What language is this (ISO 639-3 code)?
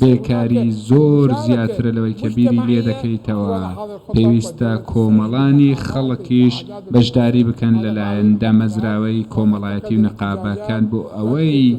ckb